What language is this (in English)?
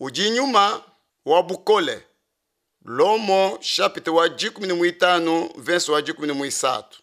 Luba-Lulua